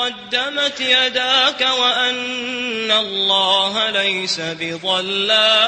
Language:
Maranao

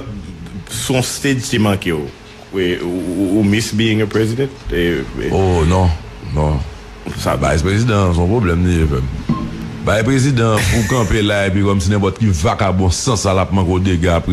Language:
Haitian Creole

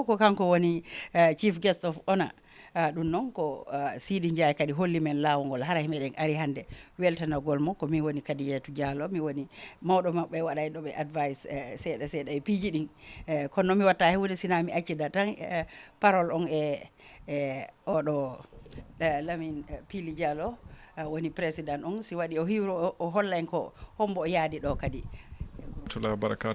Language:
Fula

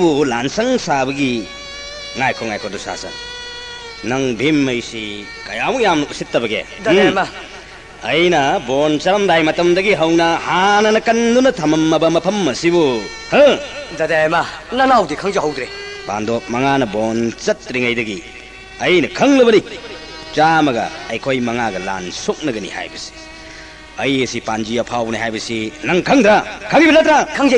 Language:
Manipuri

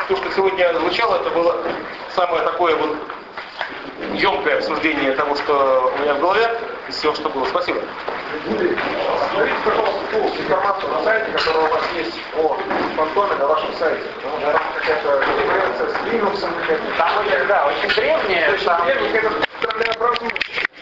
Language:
Russian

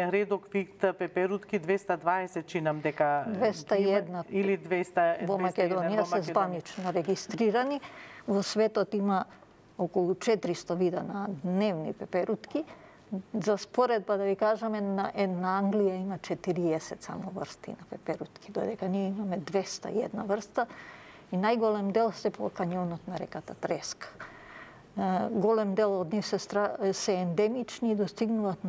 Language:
Macedonian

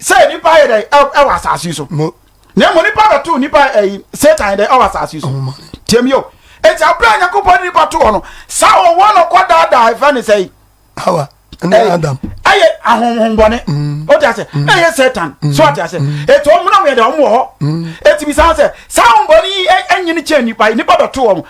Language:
Akan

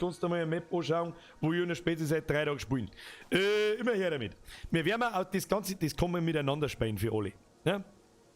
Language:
Bavarian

